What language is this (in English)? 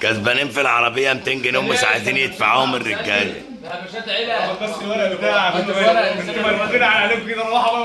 Egyptian Arabic